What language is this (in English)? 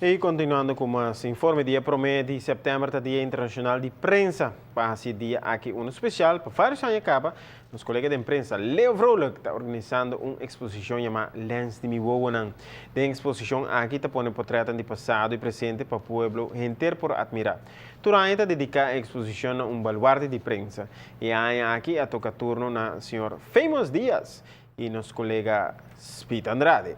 Papiamento